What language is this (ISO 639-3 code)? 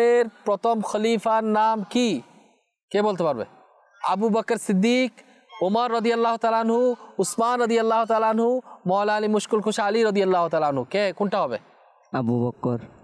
ben